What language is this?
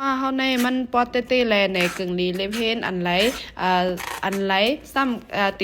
Shan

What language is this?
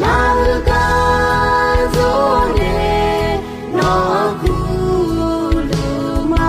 Akha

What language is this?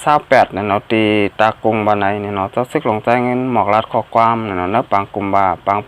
Shan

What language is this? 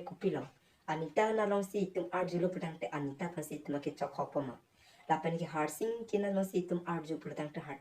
Karbi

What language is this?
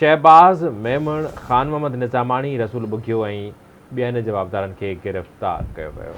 Sindhi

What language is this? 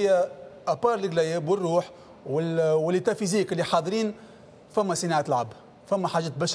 Tunisian Arabic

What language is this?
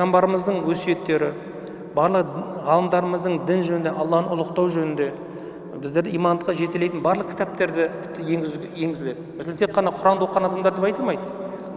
Kazakh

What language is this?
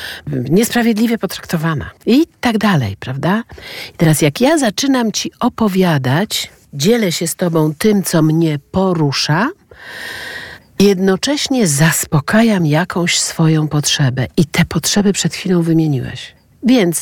Polish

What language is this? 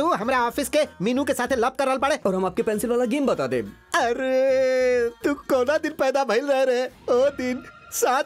Bhojpuri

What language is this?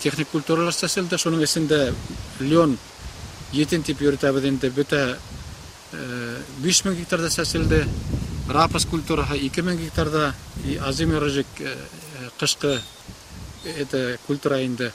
Bashkir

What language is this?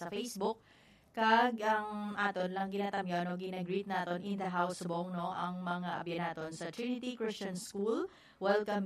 Hiligaynon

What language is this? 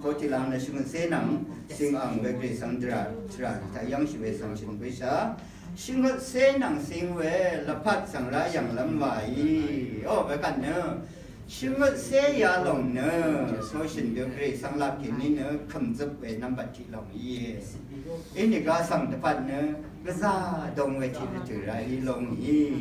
Rawang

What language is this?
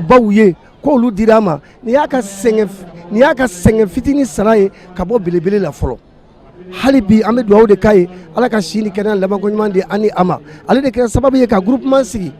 Bambara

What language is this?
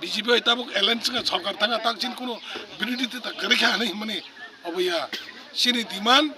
Kok Borok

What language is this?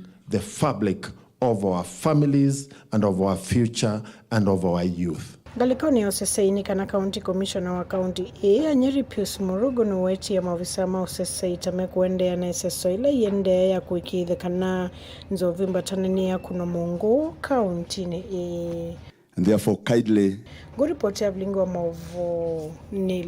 Kamba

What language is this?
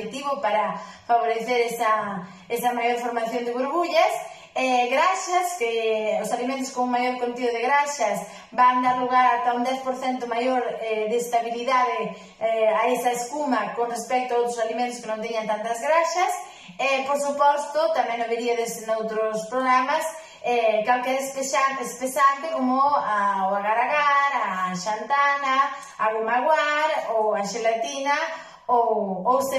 Galician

